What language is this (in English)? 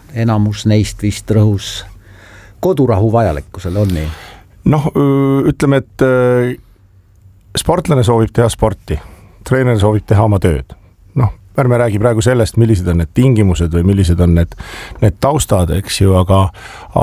Estonian